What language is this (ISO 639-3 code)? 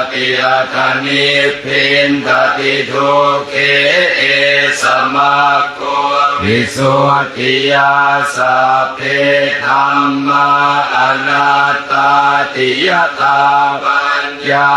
pli